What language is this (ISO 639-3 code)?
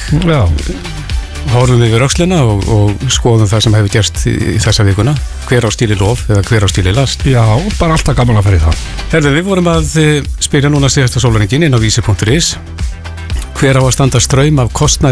isl